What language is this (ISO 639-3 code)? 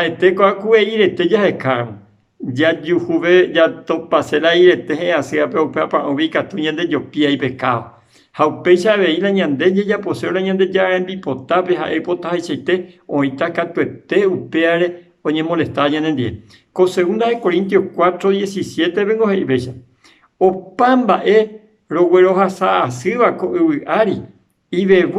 grn